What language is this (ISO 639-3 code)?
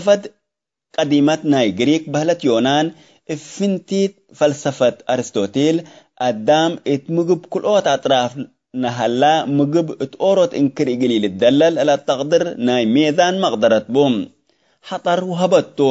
tig